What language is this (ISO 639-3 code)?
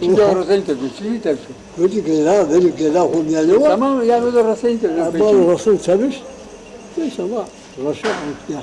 zza